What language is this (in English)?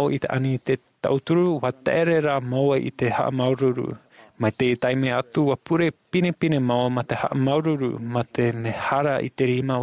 Tahitian